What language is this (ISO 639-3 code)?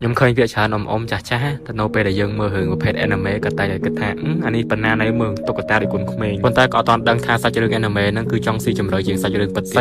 khm